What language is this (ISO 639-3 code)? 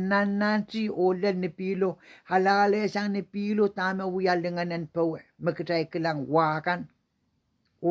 pon